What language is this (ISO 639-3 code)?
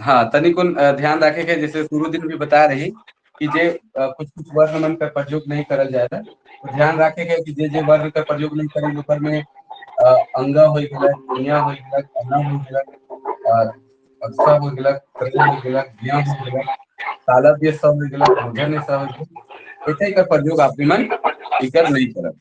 sck